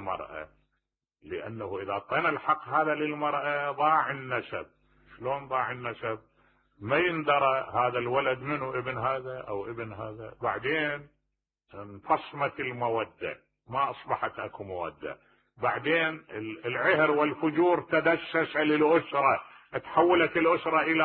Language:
Mesopotamian Arabic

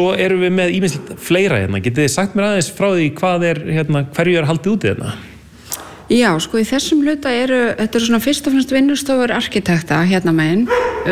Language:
Icelandic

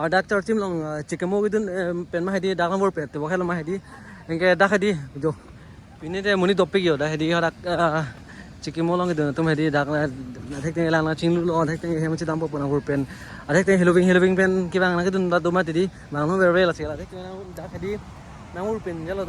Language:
Karbi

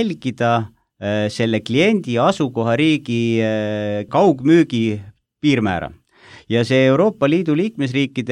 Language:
Estonian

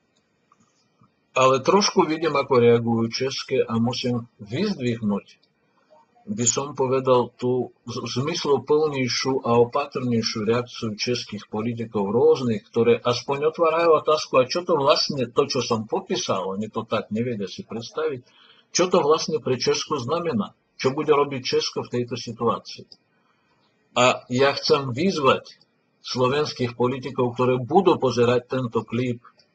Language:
Slovak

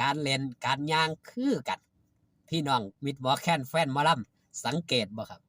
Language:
Lao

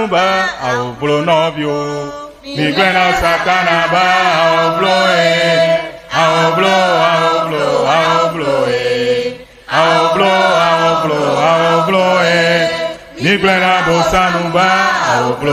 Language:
Ewe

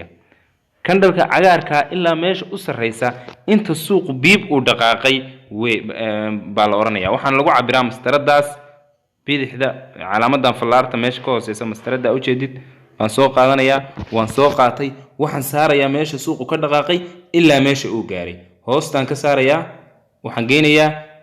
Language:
Somali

